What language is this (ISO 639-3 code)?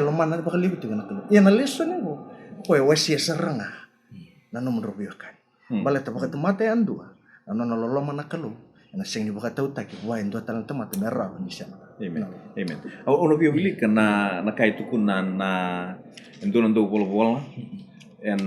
fij